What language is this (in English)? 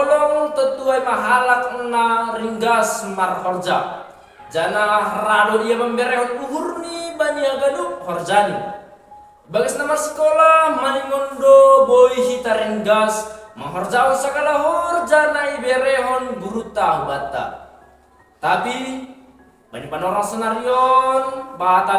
Batak Simalungun